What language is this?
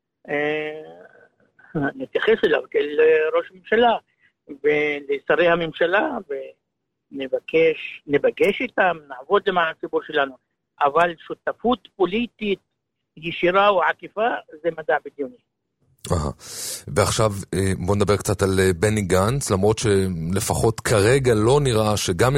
Hebrew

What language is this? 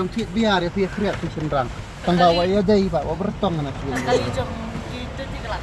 Khasi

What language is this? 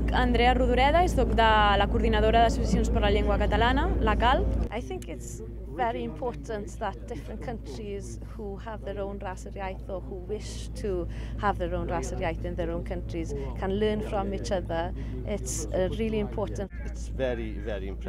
Breton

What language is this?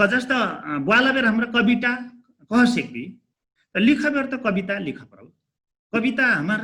Dangaura Tharu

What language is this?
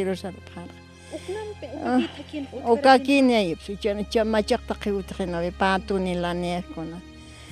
Aymara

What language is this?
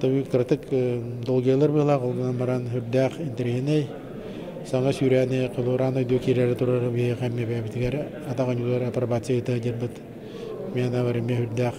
Yakut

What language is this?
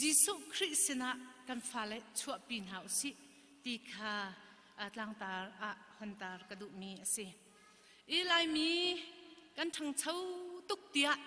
Hakha Chin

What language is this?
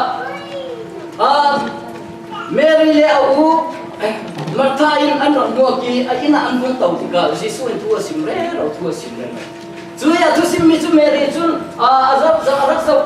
Falam Chin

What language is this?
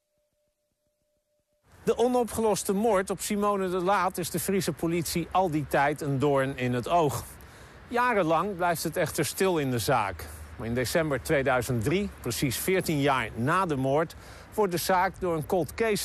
Dutch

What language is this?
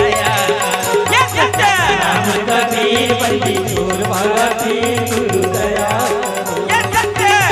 Chhattisgarhi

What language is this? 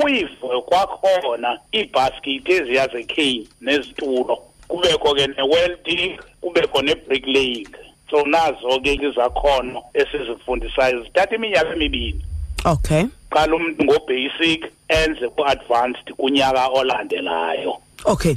Xhosa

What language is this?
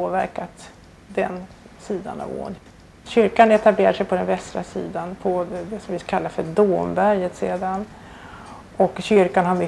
Swedish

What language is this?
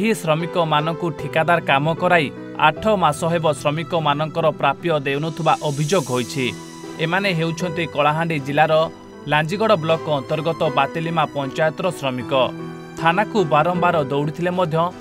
Odia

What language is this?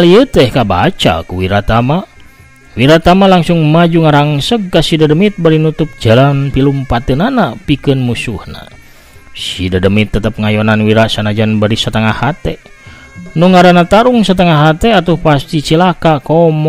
Sundanese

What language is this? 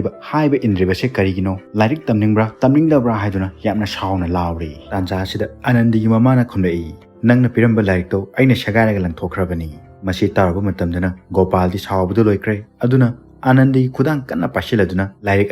Manipuri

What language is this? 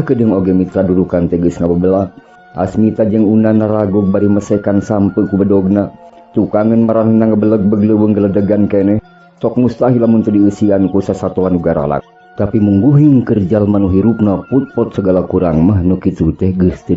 Sundanese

